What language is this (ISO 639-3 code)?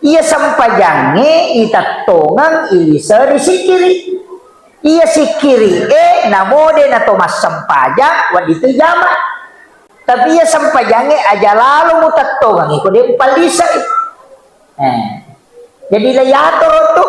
bug